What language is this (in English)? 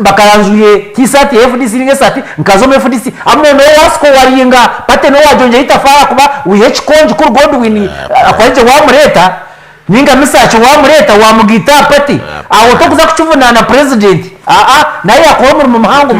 Nyankole